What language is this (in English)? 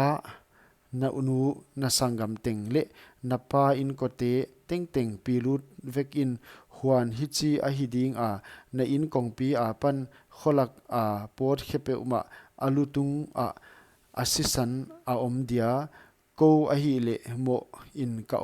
Paite Chin